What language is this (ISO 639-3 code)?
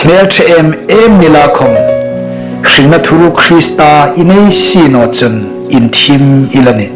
hmr